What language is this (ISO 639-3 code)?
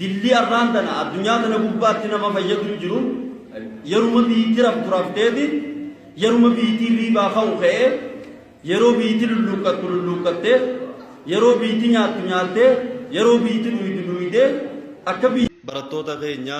orm